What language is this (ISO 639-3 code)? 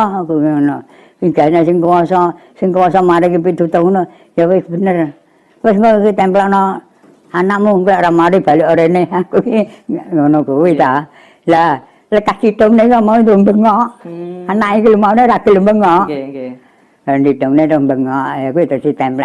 jav